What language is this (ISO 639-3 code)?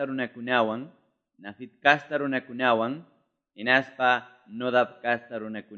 que